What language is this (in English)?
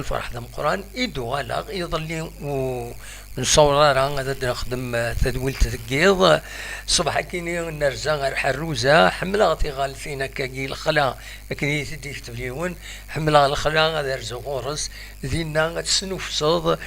Kabyle